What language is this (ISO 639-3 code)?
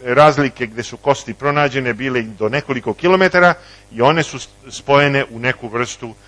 srp